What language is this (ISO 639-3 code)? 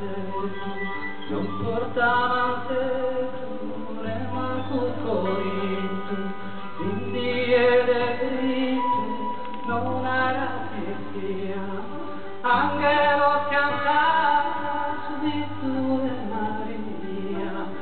srd